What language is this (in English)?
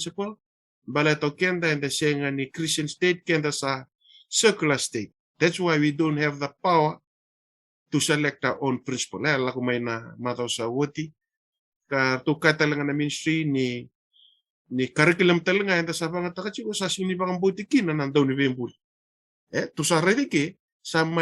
Fijian